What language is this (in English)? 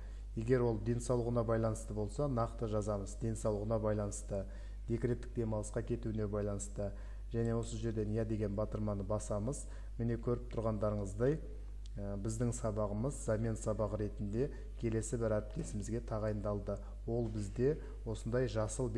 Kazakh